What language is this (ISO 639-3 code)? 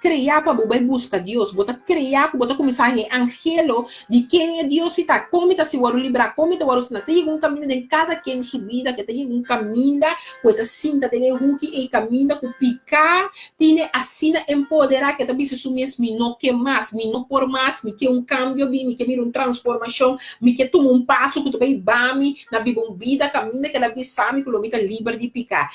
pap